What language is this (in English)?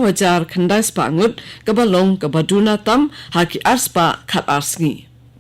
Khasi